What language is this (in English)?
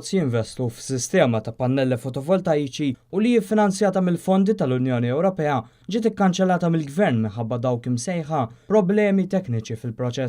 Maltese